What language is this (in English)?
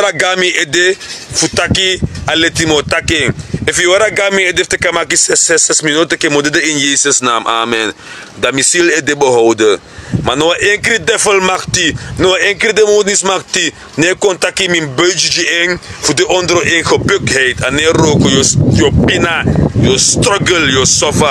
Sranan Tongo